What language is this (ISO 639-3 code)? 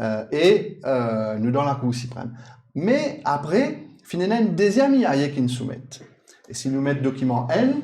mfe